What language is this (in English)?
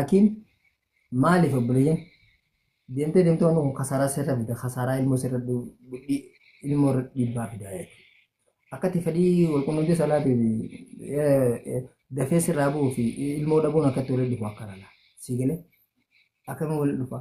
Oromo